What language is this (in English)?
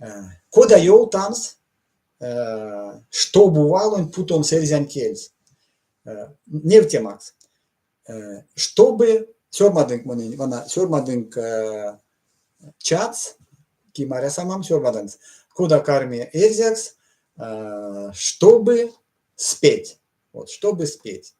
Erzya